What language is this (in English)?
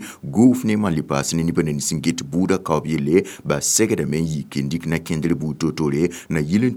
Mossi